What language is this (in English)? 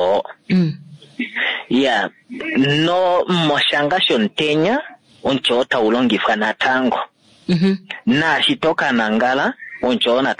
Kuanyama